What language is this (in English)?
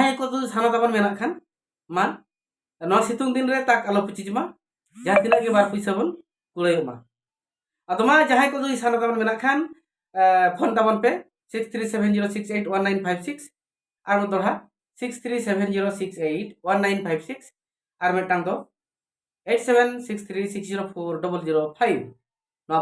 Santali